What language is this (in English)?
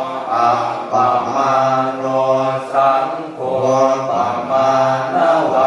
Pali